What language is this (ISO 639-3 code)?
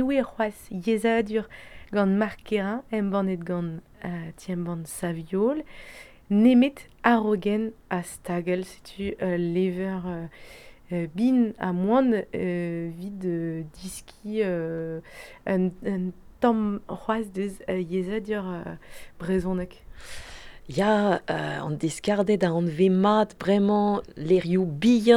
bre